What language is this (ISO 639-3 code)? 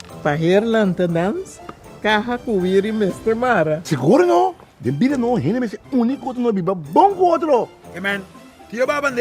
pap